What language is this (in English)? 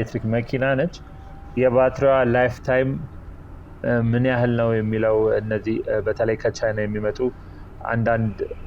Amharic